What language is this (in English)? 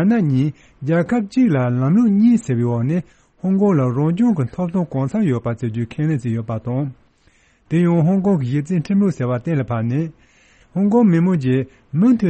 Tibetan